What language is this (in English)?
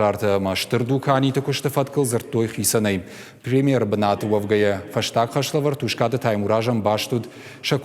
Ossetic